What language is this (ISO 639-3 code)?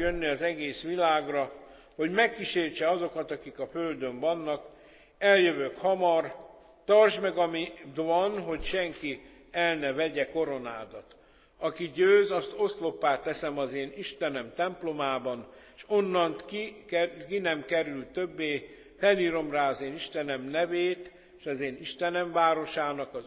hun